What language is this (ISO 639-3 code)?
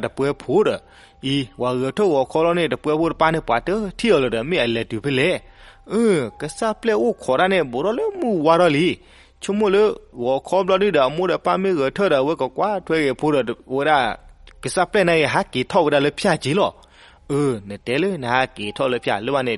ksw